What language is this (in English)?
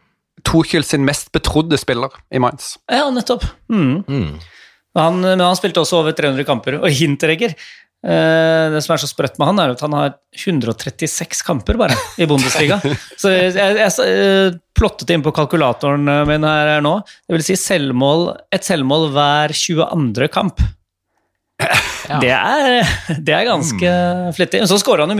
Norwegian